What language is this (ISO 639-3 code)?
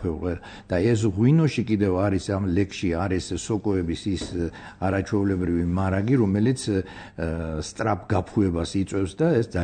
kat